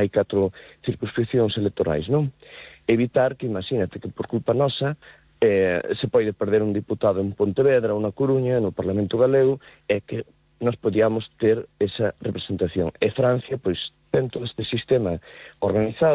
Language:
Galician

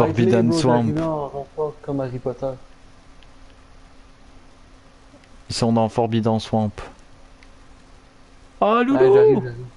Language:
French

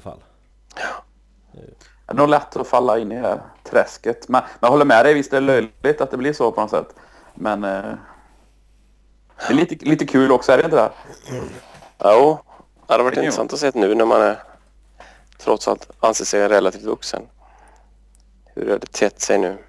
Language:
Swedish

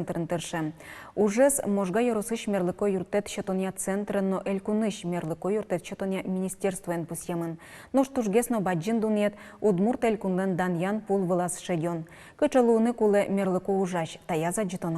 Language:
Udmurt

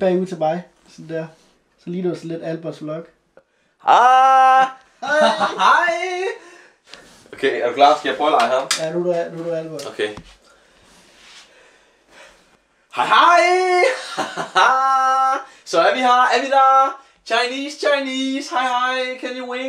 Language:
Danish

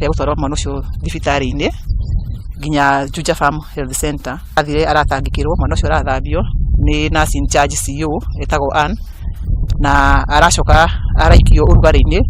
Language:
Kikuyu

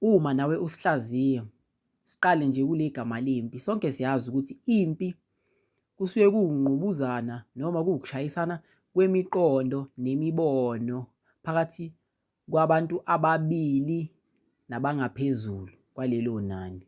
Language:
Zulu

